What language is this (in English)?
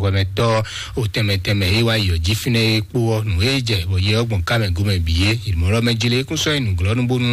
Fon